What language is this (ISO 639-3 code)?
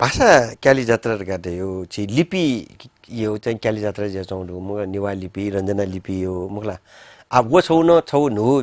new